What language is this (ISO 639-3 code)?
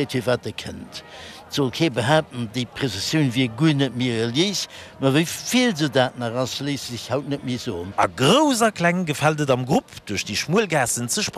ltz